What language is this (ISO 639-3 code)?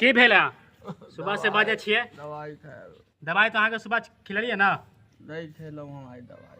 mai